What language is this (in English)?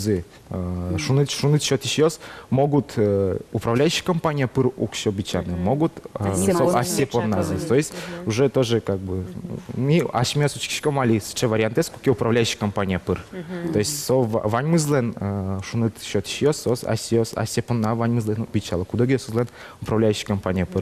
Udmurt